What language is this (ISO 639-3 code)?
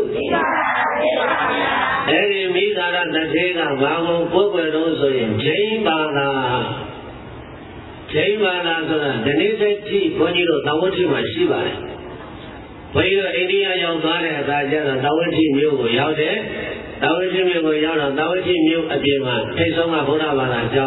mya